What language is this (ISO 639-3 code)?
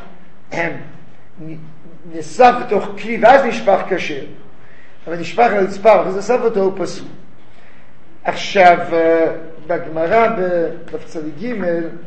heb